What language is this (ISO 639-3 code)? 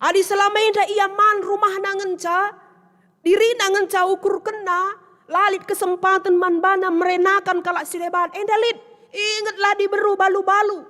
btx